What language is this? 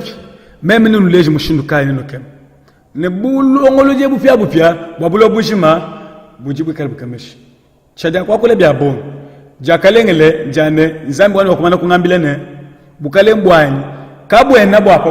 Luba-Lulua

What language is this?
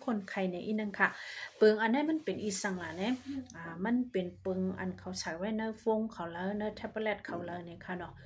Shan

